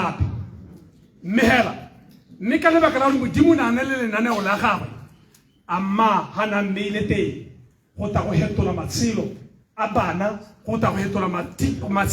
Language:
Tswana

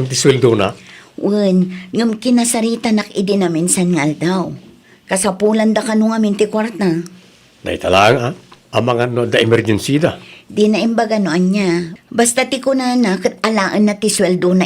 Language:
Iloko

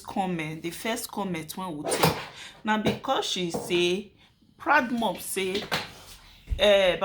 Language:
Nigerian Pidgin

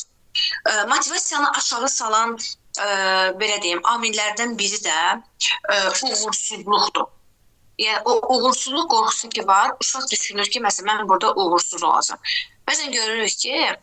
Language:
Azerbaijani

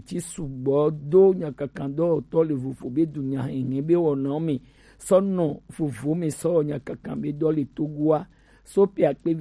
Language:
Gen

